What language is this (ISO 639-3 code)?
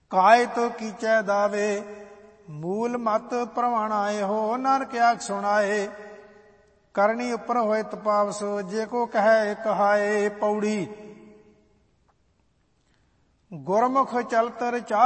pan